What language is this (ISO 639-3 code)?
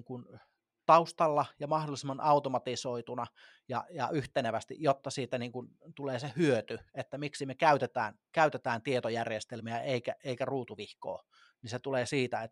fin